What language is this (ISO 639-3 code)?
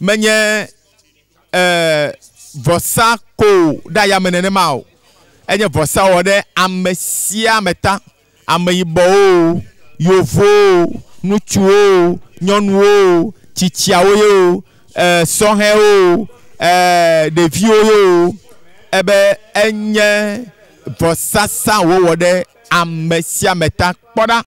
ewe